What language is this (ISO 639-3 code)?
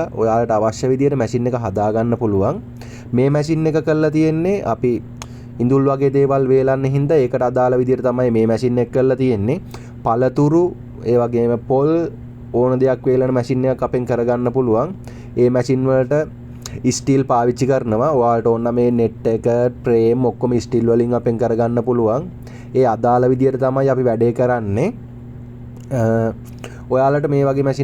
sin